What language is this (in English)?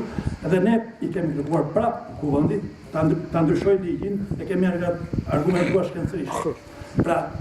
Albanian